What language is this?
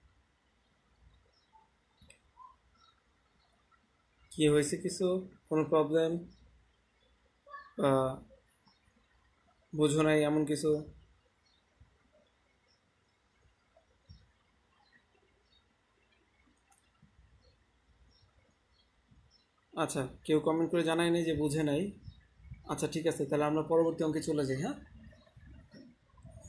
Bangla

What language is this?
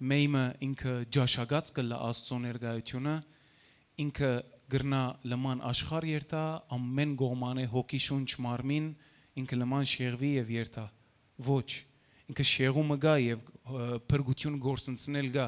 Western Armenian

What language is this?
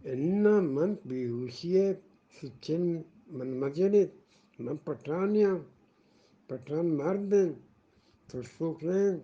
Eastern Balochi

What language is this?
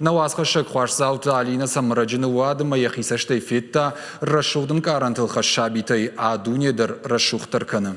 Ossetic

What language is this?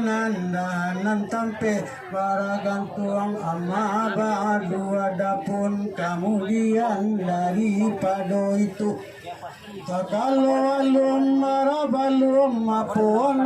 Minangkabau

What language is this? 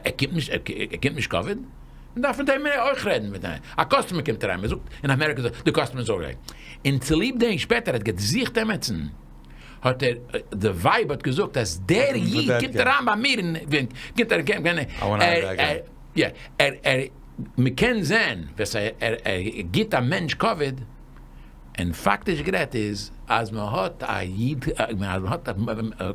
Yiddish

